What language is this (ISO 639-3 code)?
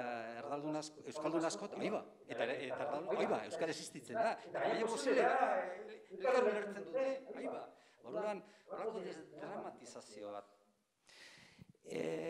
eus